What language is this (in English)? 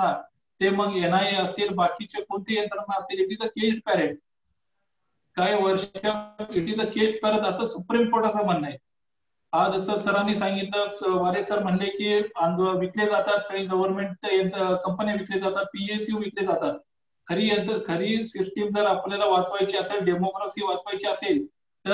Marathi